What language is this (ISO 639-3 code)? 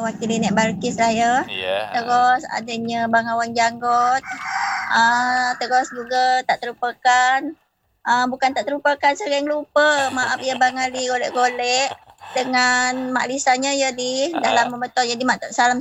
msa